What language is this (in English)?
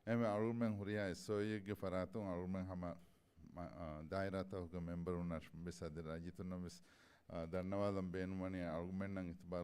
Divehi